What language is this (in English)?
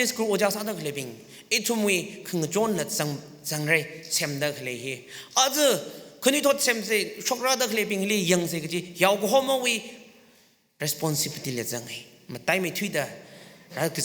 Tangkhul Naga (India)